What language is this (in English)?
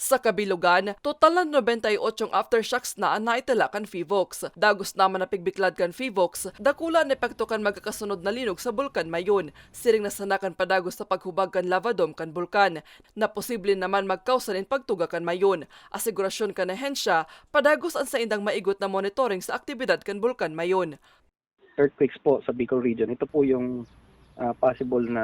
Bikol